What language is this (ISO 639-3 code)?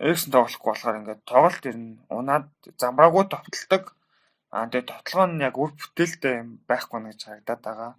mon